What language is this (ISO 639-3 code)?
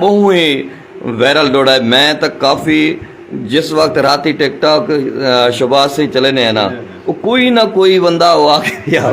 skr